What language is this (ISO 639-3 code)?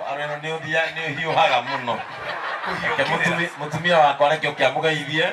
kik